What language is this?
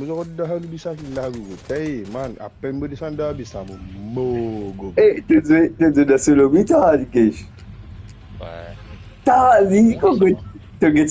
Morisyen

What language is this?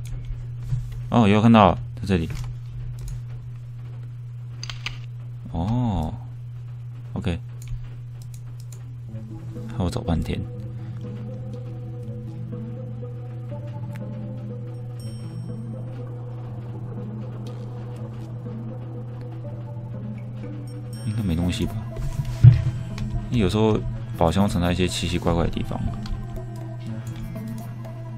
Chinese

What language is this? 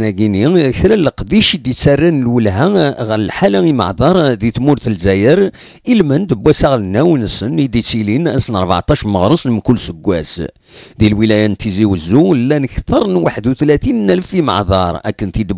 Kabyle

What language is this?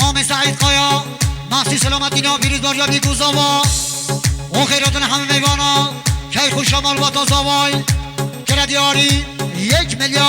Kurdish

